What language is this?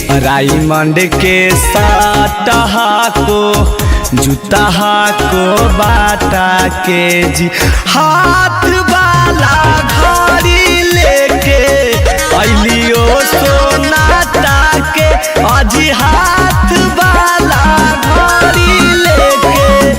Magahi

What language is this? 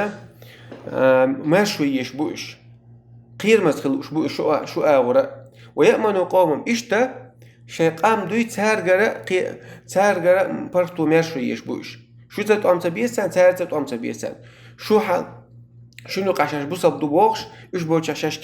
Chechen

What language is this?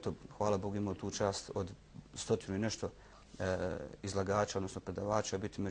Bosnian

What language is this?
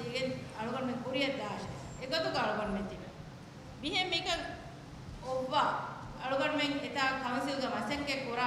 Divehi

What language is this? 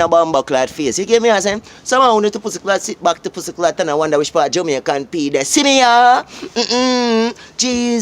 Jamaican Creole English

